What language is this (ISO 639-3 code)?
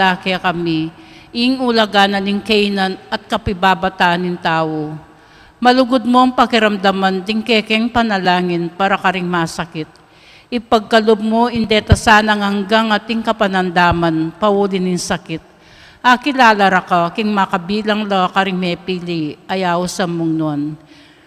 pam